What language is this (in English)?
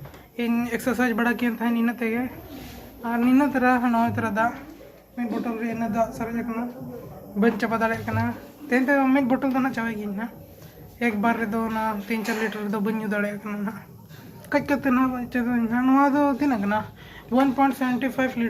Santali